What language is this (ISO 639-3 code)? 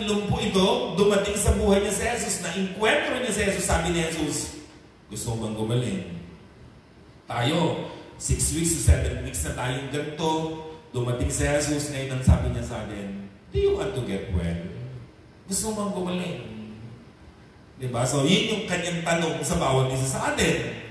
fil